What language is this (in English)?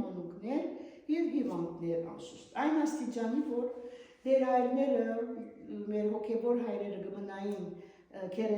Western Armenian